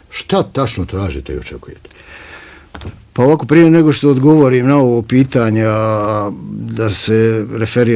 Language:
Bosnian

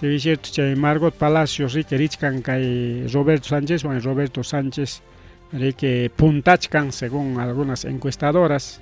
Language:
Ayacucho Quechua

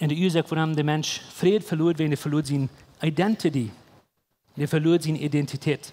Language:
Plautdietsch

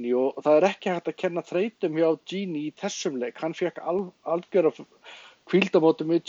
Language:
Icelandic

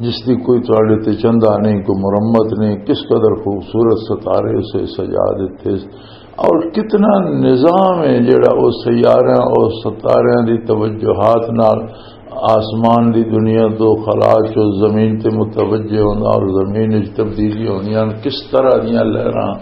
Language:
Western Panjabi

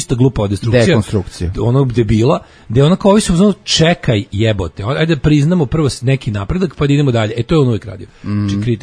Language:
Serbian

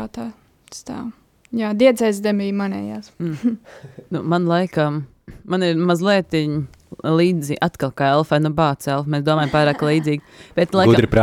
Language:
Latvian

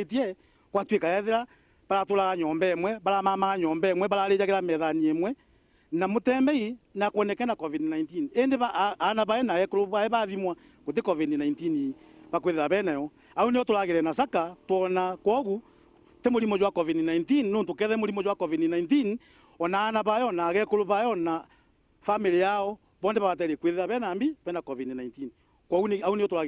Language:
Meru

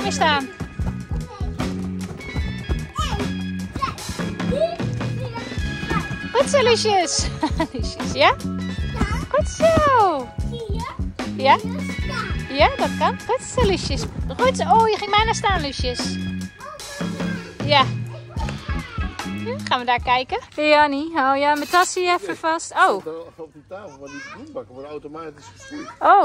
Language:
Dutch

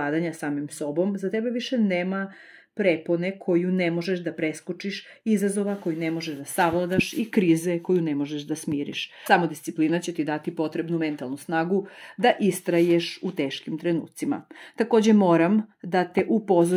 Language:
Serbian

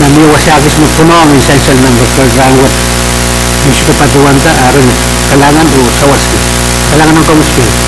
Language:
Pohnpeian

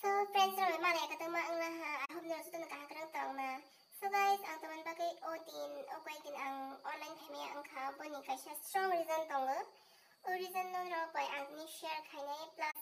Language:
Kok Borok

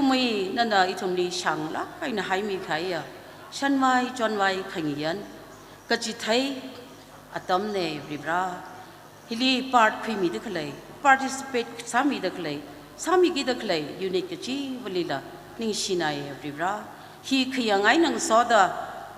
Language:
Tangkhul Naga (India)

